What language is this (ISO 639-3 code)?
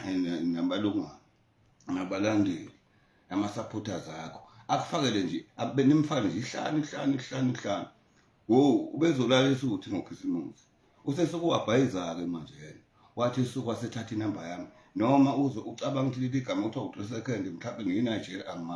zul